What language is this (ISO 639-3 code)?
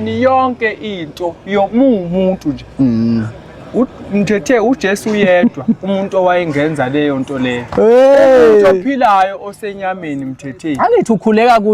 zul